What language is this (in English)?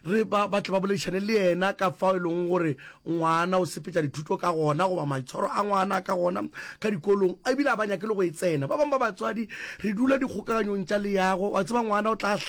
Northern Sotho